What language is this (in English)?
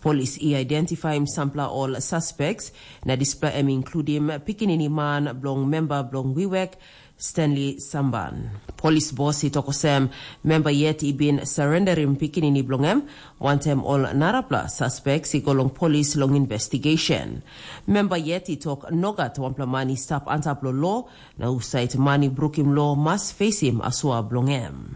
Tok Pisin